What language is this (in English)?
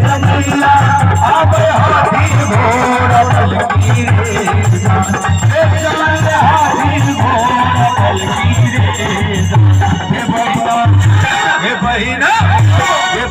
Maithili